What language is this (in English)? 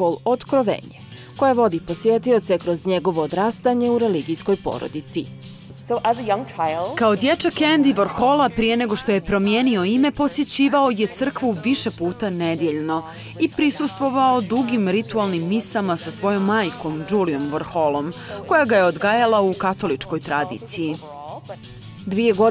Bosnian